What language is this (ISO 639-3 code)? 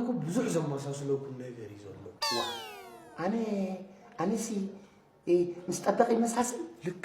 tir